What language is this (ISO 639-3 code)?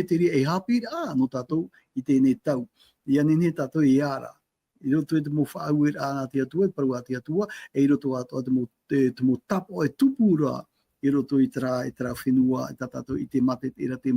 tah